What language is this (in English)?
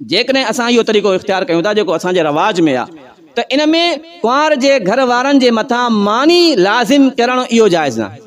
Sindhi